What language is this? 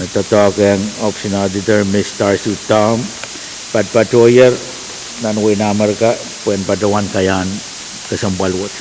Pohnpeian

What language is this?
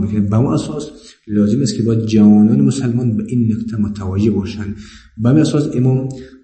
Persian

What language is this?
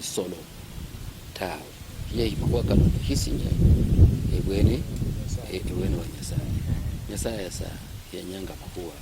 Luyia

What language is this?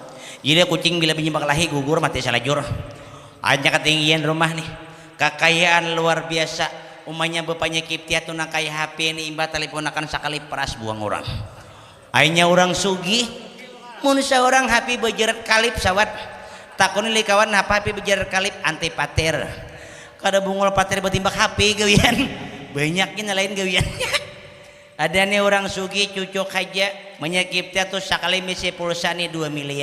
Banjar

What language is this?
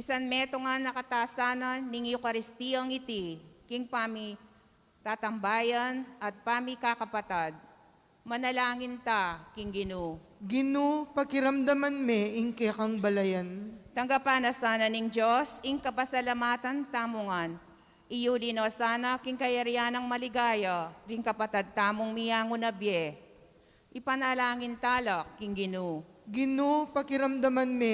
Pampanga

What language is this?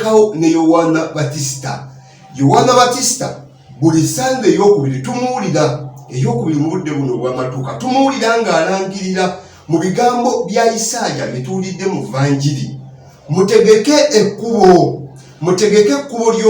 Ganda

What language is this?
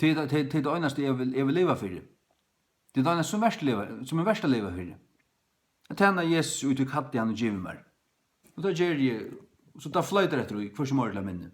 Faroese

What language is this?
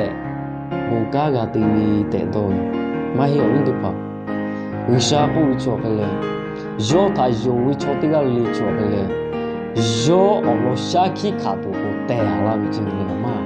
Lahu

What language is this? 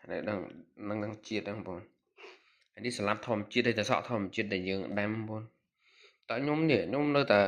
Khmer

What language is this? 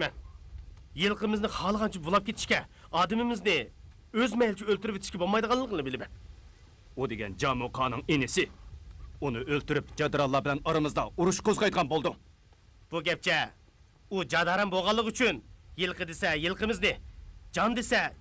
Uyghur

